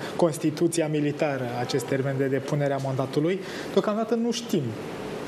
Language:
Romanian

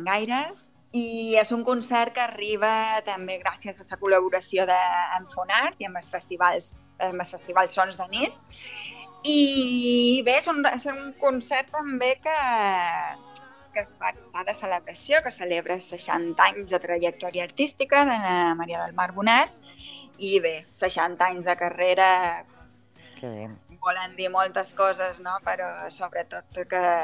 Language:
Catalan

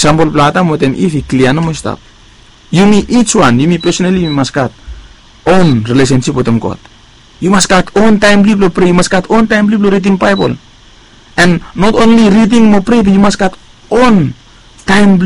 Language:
Bislama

